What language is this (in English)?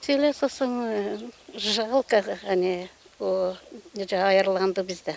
Gagauz